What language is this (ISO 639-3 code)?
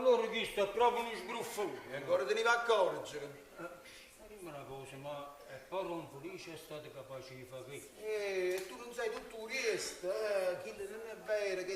nap